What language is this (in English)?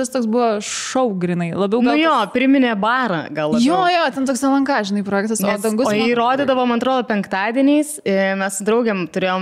Lithuanian